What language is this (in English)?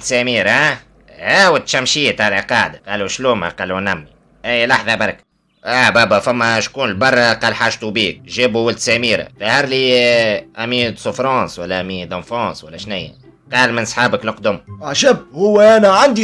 Tunisian Arabic